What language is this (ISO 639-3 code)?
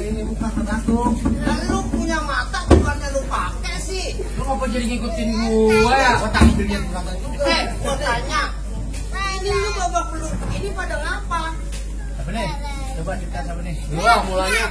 bew